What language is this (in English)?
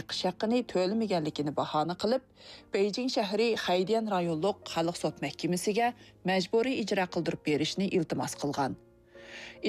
Uyghur